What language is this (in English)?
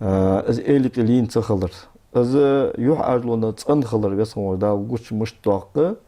Ingush